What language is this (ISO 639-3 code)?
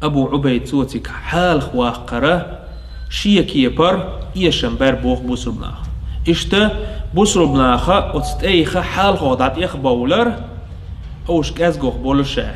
che